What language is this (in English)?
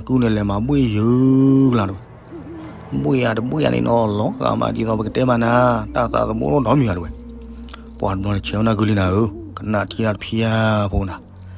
S'gaw Karen